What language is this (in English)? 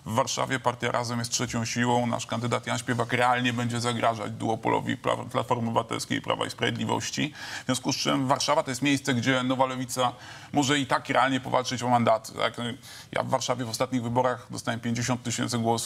Polish